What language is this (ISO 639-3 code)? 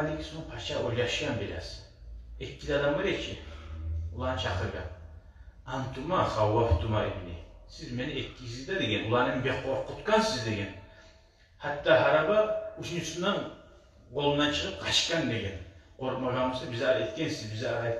kum